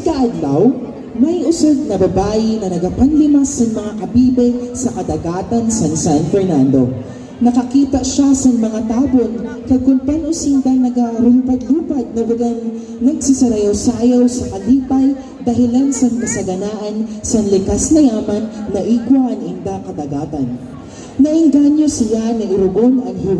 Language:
Masbatenyo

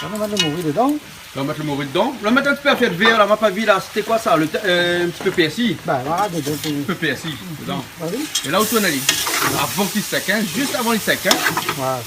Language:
Réunion Creole French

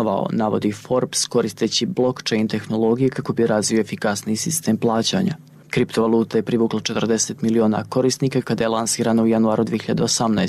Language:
Serbian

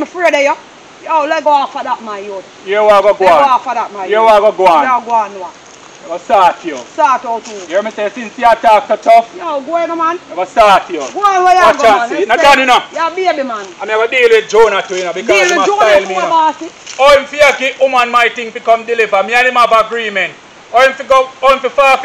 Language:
Jamaican Creole English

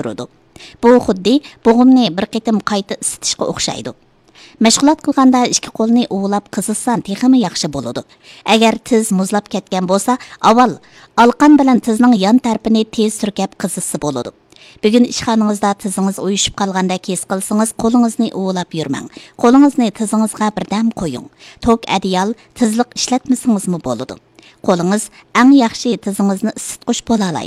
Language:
Uyghur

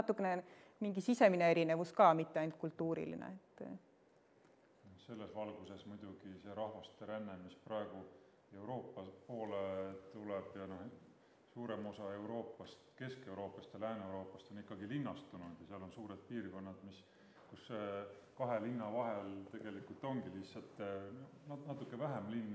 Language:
Estonian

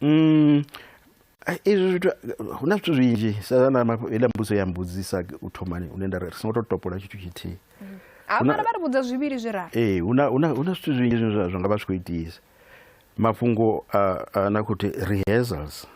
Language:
Venda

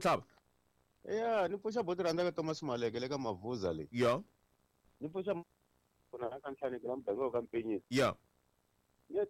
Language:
Tsonga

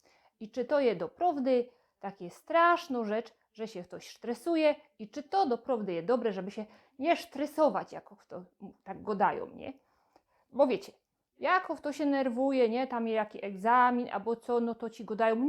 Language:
Silesian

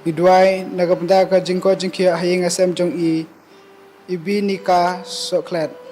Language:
Khasi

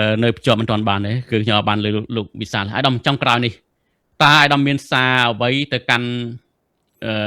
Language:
Khmer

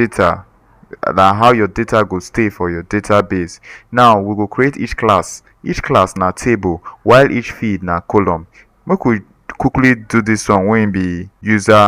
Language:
Nigerian Pidgin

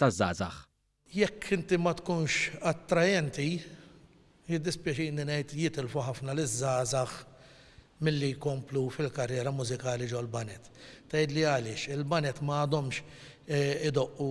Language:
Maltese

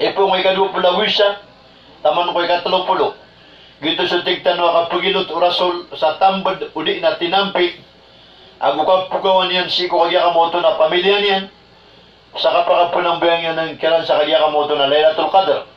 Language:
Maranao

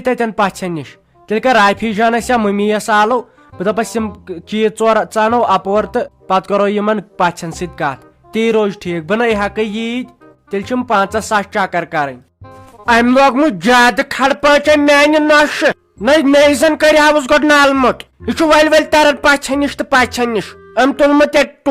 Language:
Kashmiri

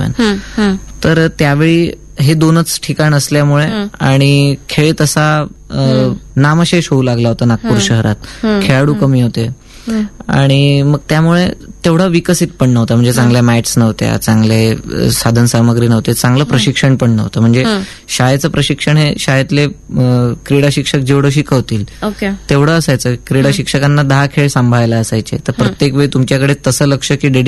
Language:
Marathi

